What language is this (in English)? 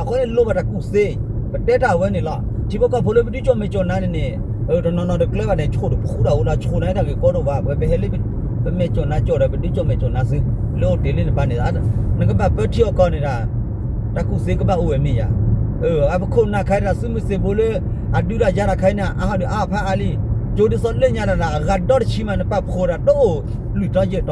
S'gaw Karen